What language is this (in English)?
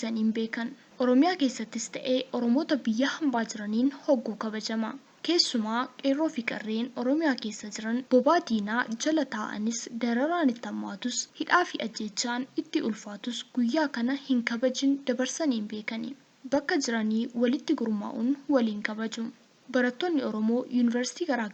Oromo